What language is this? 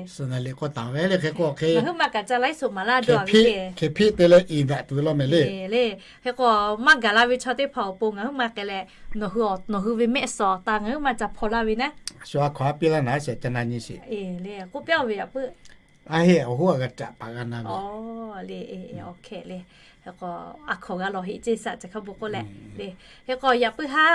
Lahu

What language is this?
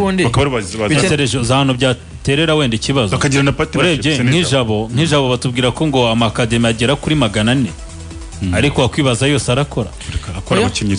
Kinyarwanda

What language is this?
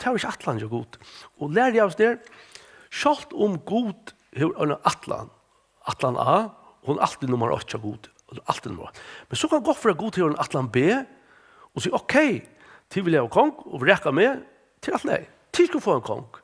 Faroese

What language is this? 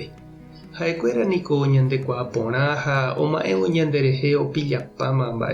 Guarani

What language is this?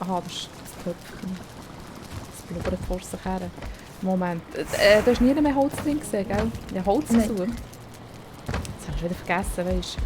Swiss German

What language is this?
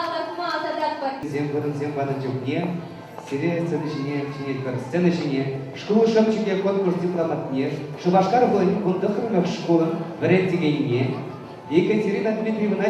Chuvash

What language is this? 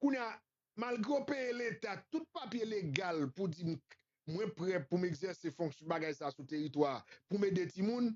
Haitian Creole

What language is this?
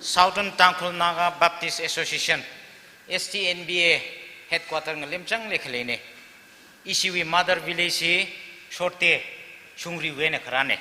Tangkhul Naga (India)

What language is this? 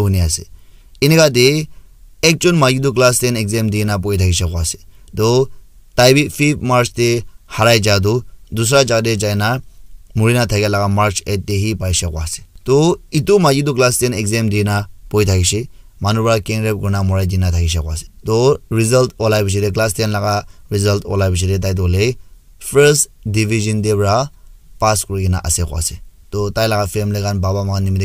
Naga Pidgin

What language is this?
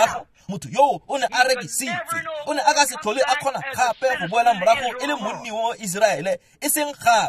Tswana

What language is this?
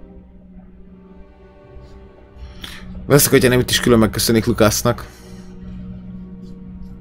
Hungarian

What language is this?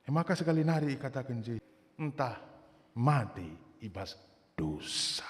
Batak Karo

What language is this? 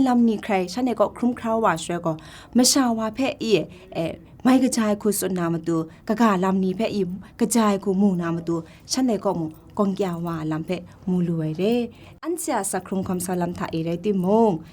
Kachin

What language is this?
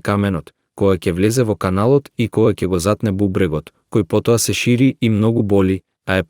Macedonian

